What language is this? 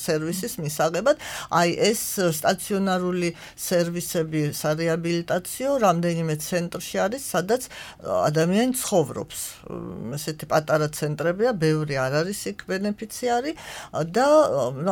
Georgian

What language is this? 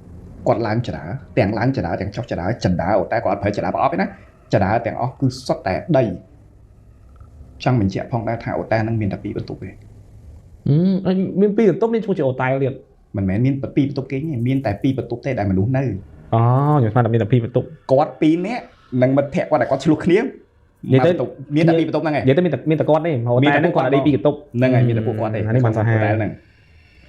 Khmer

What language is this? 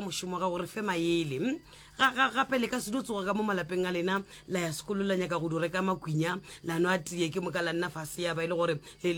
Northern Sotho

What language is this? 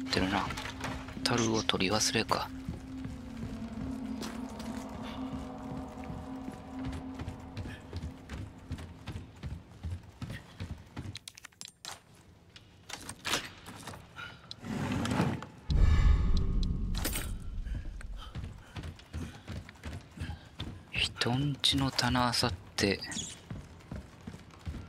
Japanese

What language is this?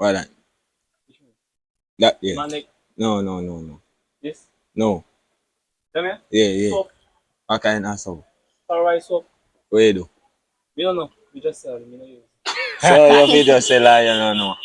Jamaican Creole English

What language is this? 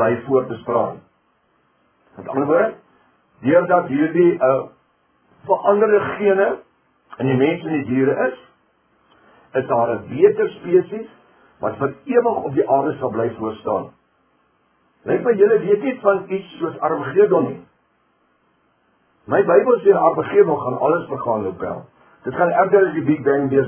Afrikaans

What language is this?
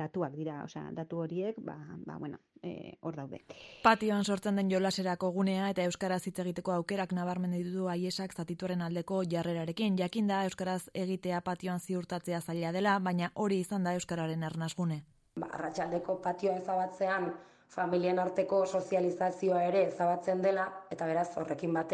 Basque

